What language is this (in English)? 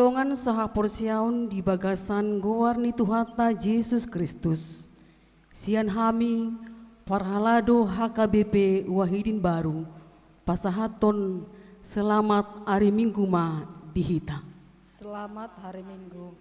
Batak Toba